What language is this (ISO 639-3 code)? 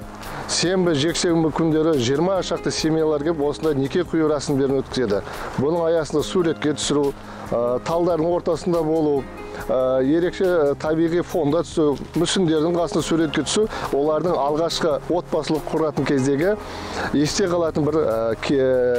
kaz